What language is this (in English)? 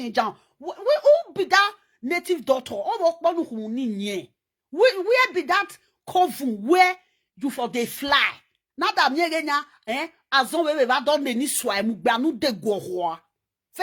Nigerian Pidgin